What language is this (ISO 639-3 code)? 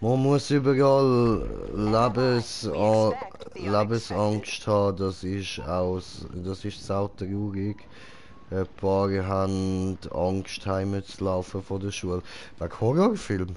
gsw